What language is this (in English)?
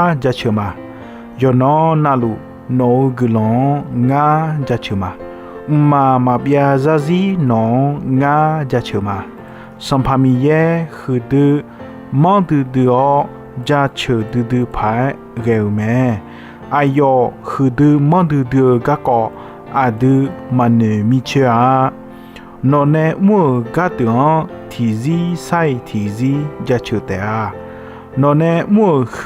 Akha